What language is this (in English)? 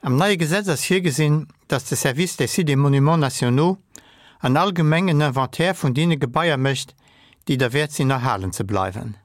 Luxembourgish